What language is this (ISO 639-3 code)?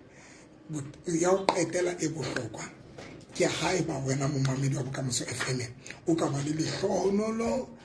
sot